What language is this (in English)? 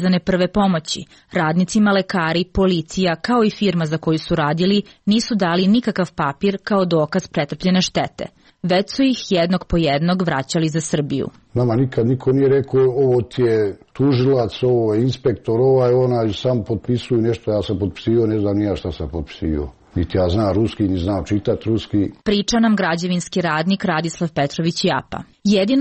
Serbian